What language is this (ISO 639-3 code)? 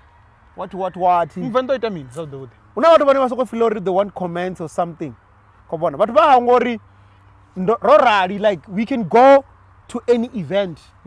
ven